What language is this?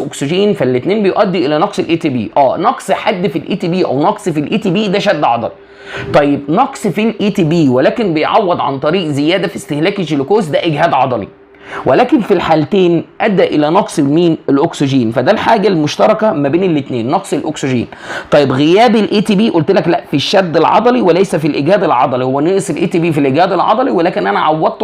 Egyptian Arabic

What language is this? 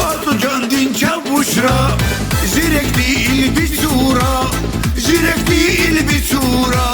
Tabassaran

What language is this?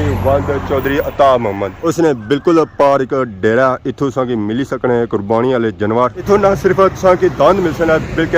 Pahari-Potwari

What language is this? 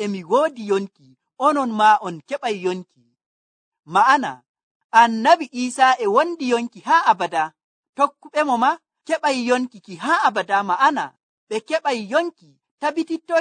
Nigerian Fulfulde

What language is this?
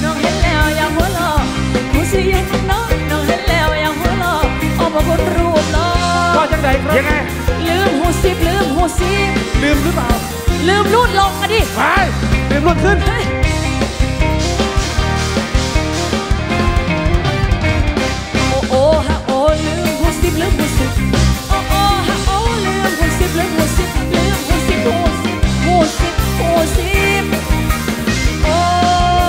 Thai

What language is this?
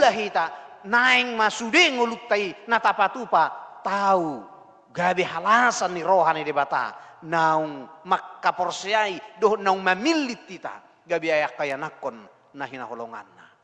Batak Toba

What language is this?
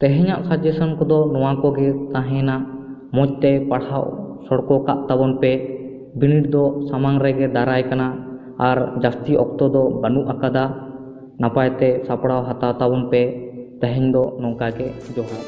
Santali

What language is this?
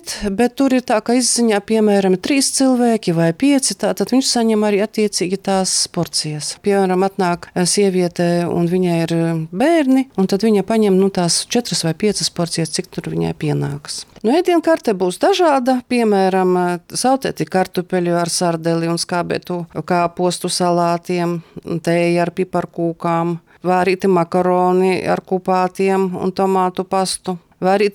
Latvian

